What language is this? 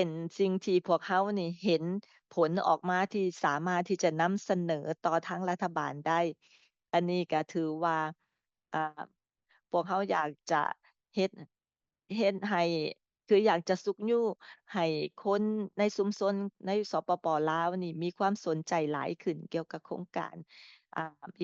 Lao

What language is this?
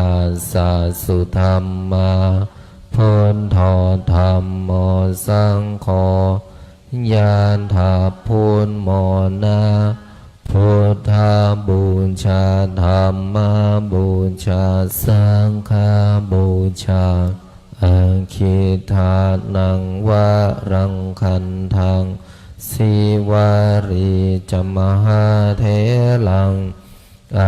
Pali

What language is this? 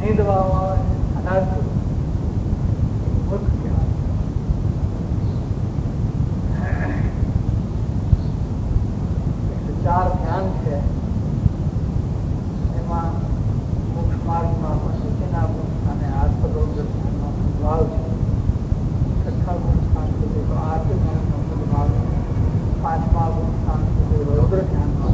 Gujarati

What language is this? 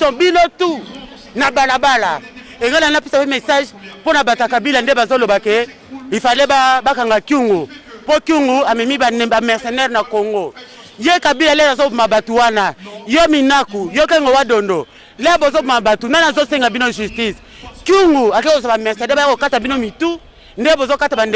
Lingala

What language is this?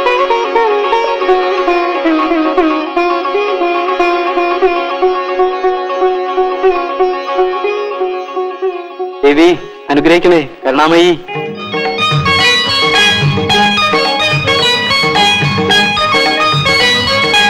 Malayalam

